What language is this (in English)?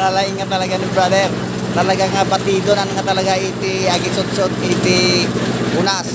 Iloko